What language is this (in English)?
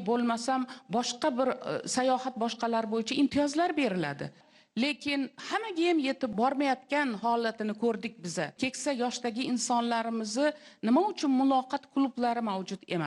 Uzbek